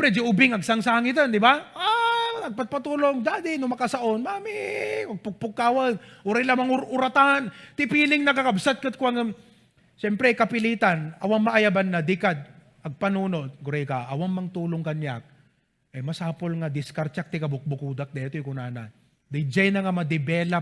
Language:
Iloko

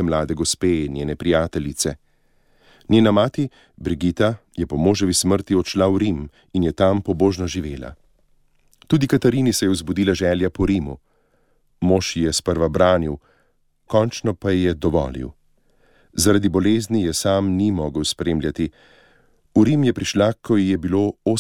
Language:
Slovenian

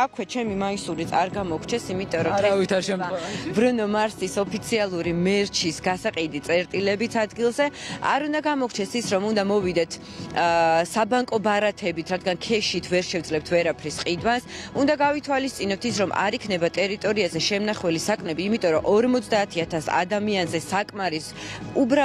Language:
Georgian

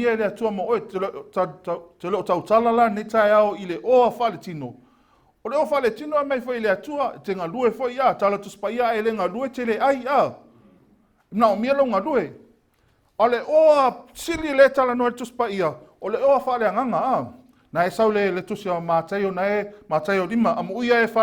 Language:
Samoan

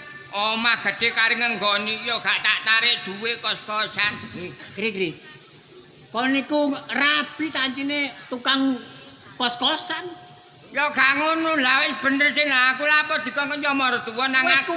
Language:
Javanese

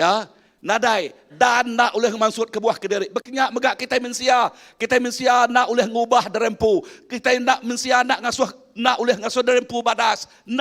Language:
Iban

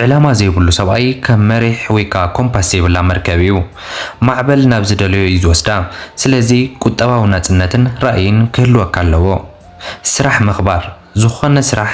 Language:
Tigrinya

